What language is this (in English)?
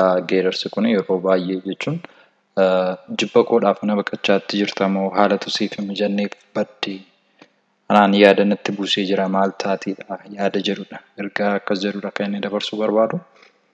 Oromo